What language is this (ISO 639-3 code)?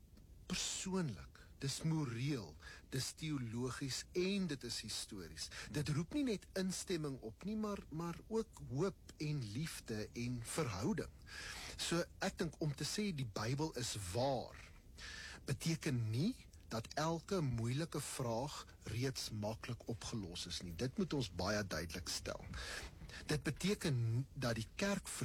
afr